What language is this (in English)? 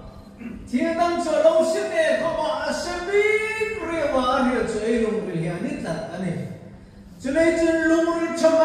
Hmar